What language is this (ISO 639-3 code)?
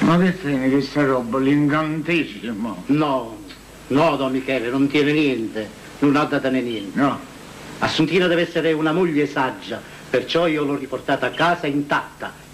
nap